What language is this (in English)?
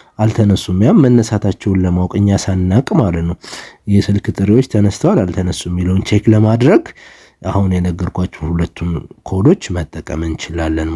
Amharic